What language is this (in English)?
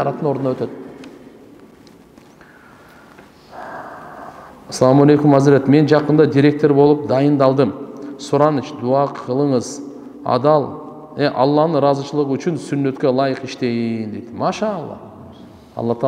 Kyrgyz